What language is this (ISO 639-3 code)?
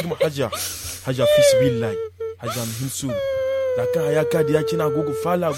dje